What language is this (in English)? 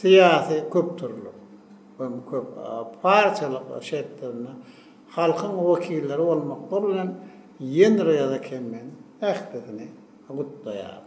Turkmen